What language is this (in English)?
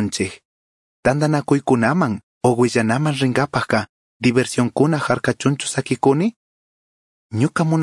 Chimborazo Highland Quichua